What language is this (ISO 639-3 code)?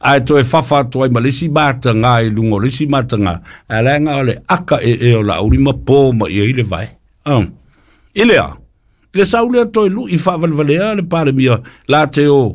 smo